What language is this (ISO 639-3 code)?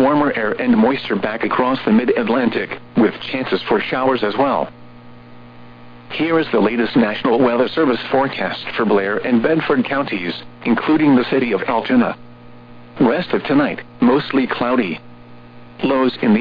eng